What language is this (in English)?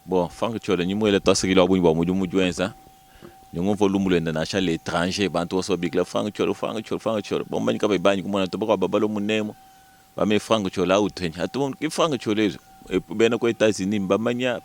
Luba-Lulua